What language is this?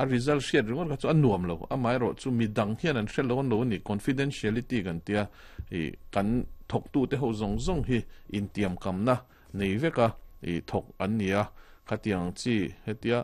Mizo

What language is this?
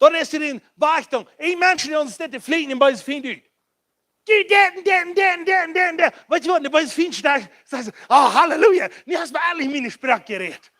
Plautdietsch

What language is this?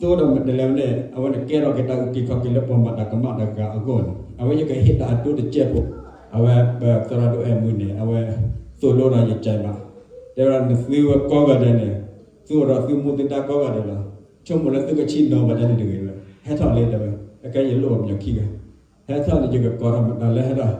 S'gaw Karen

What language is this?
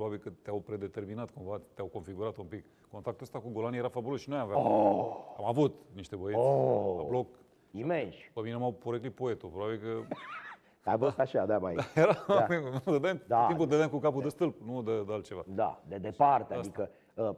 Romanian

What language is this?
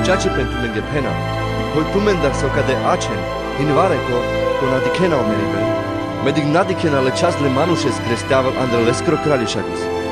Carpathian Romani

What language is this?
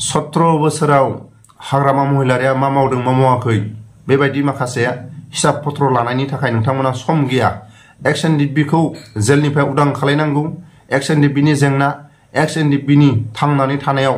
Bodo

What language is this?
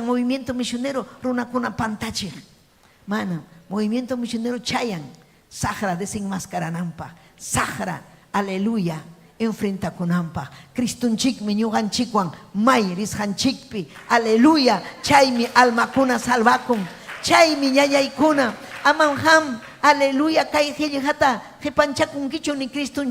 Ayacucho Quechua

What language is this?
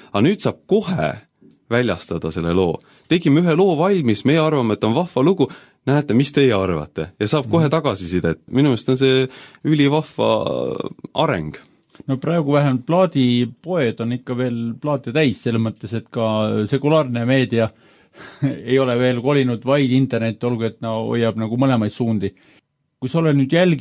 Estonian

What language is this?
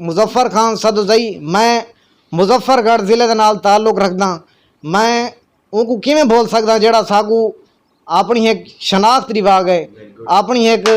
Saraiki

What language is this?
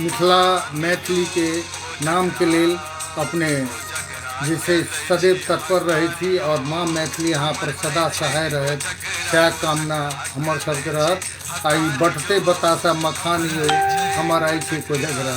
Maithili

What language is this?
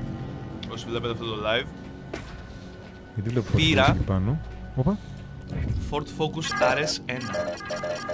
Greek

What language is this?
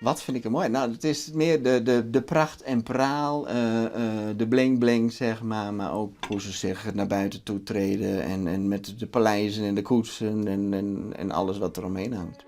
Western Frisian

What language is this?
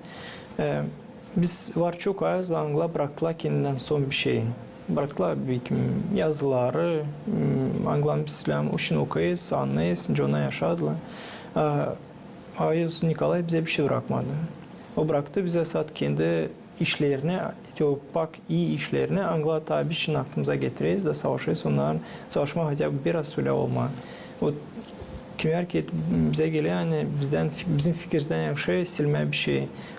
Gagauz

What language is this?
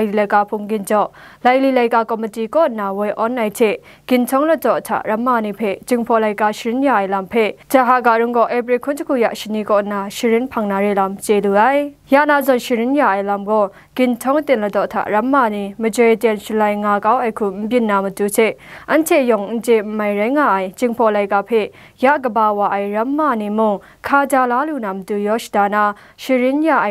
Kachin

